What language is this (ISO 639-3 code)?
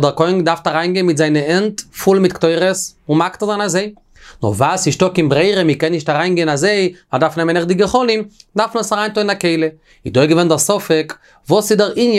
yid